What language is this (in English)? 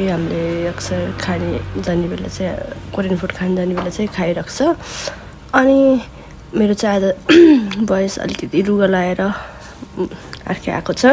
Nepali